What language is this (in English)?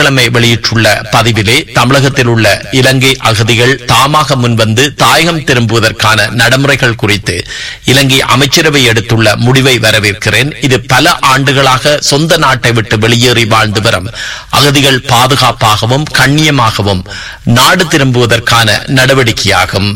Tamil